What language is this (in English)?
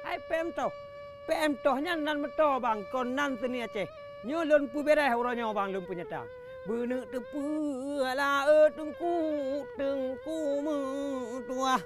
Achinese